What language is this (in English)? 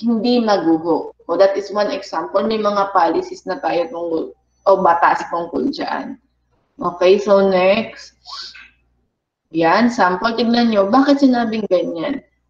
Filipino